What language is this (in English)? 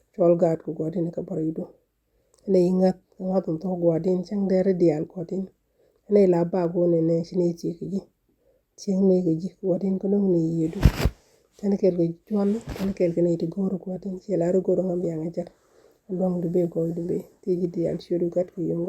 Nuer